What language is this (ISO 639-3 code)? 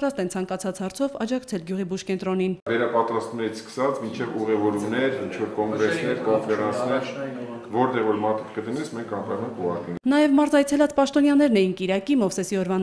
hye